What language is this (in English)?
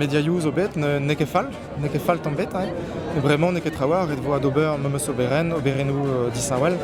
Breton